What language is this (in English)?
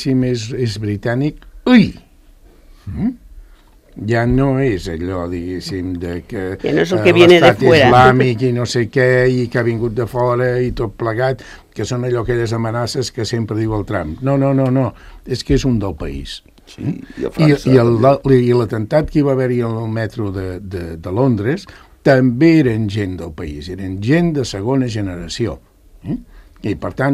Catalan